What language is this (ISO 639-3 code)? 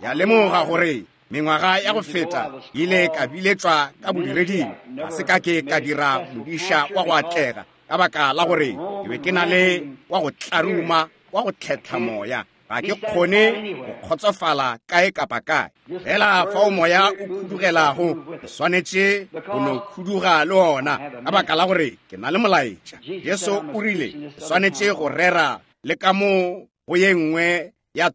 nso